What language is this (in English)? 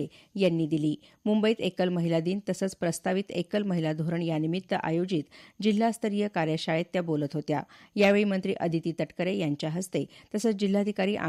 Marathi